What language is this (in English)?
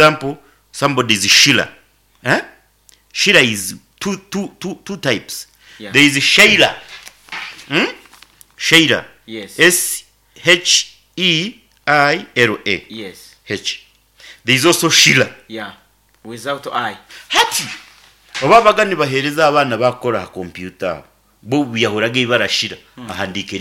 Nyankole